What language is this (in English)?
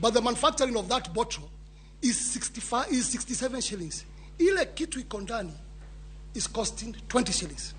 Luo (Kenya and Tanzania)